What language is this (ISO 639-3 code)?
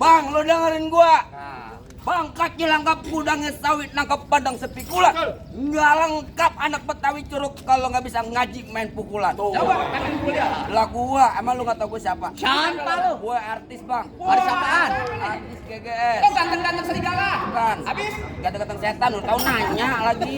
bew